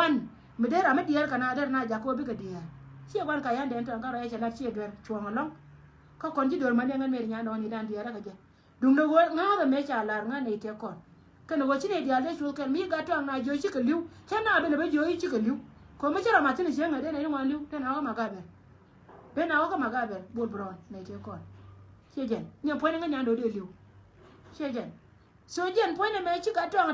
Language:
Nuer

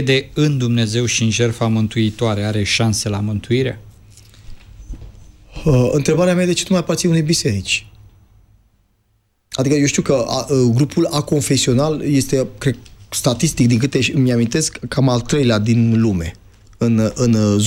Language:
Romanian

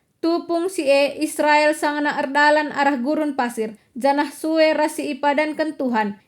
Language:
Batak Karo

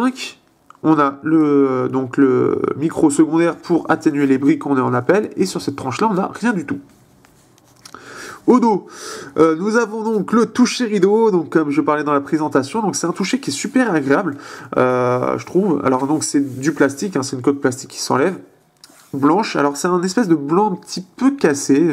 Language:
French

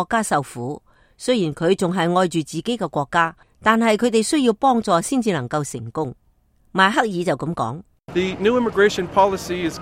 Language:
Cantonese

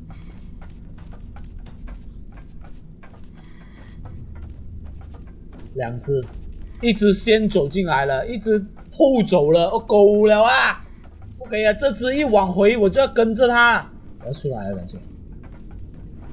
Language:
Chinese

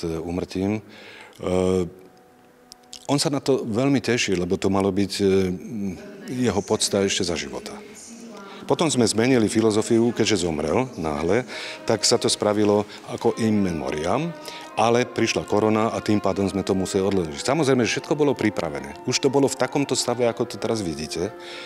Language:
Slovak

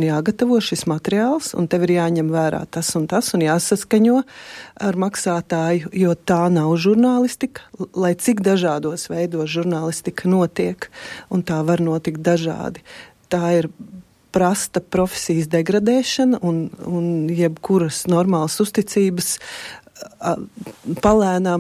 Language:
Latvian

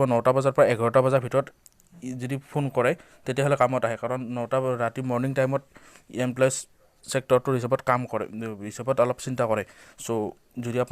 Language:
Assamese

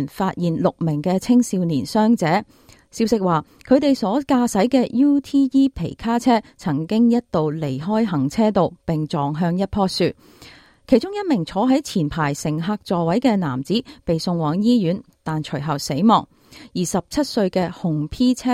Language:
Cantonese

